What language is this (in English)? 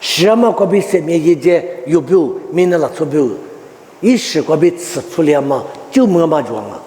Lisu